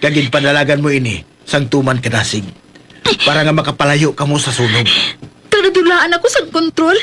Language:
Hiligaynon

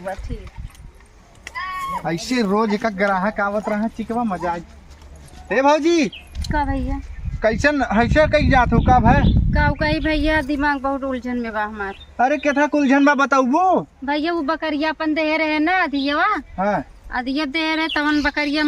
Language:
Awadhi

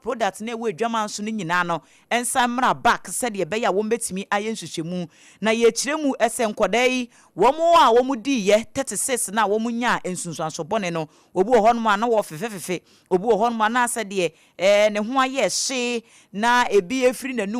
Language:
Akan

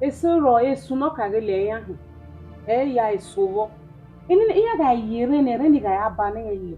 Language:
Bini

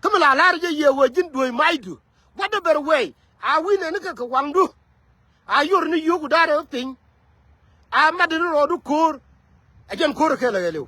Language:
Nuer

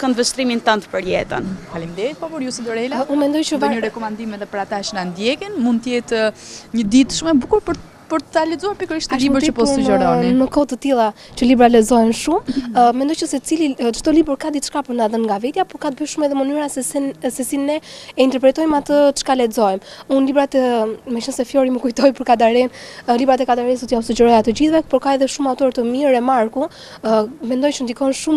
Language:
Albanian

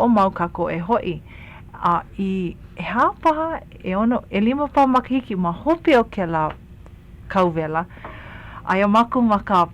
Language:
Hawaiian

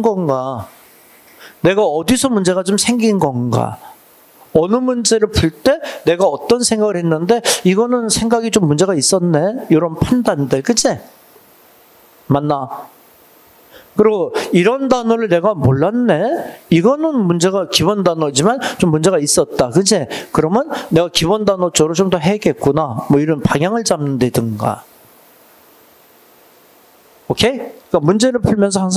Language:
Korean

